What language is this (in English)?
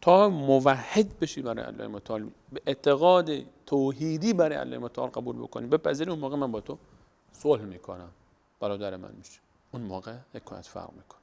Persian